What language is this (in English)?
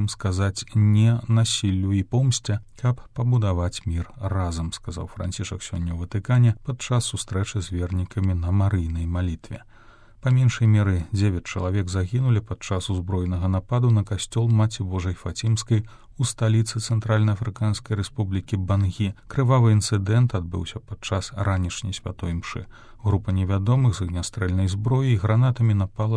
Belarusian